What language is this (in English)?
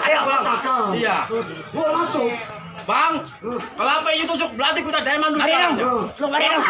Betawi